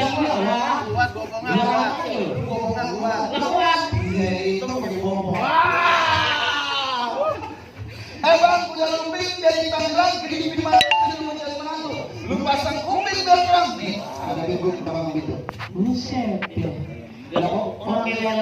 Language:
Betawi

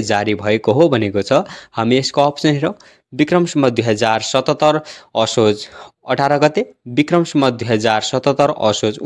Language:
Nepali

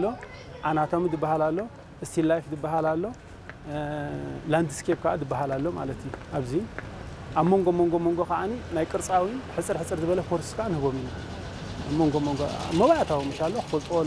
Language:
Tigrinya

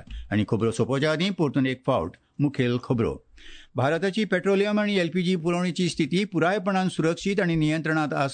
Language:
Konkani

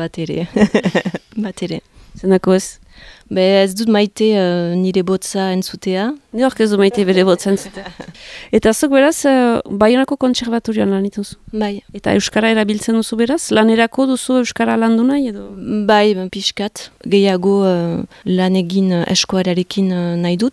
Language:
Basque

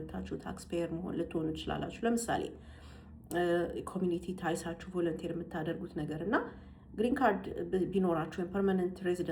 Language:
Amharic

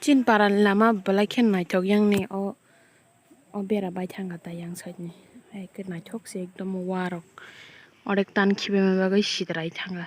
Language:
Kok Borok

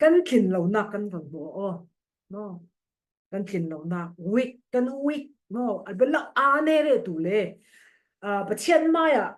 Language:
Falam Chin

